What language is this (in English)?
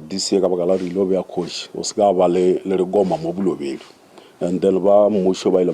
Northern Sotho